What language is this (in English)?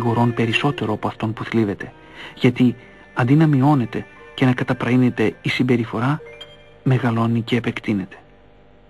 Greek